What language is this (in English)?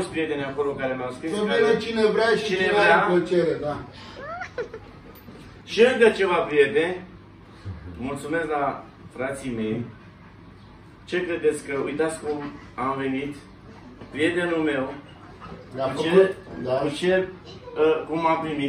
Romanian